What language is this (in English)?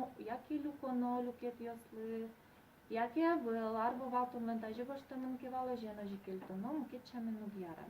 Udmurt